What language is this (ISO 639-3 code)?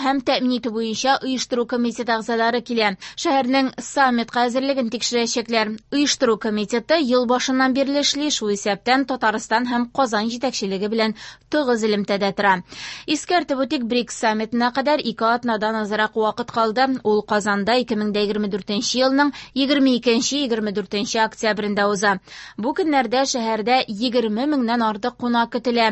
tat